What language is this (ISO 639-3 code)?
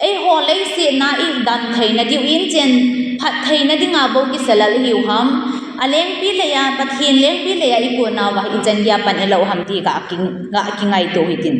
tcz